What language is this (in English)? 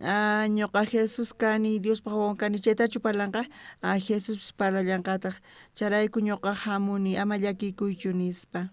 South Bolivian Quechua